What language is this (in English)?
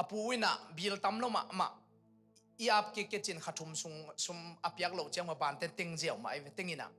Tedim Chin